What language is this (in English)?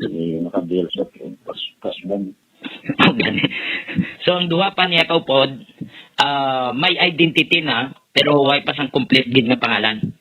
Hiligaynon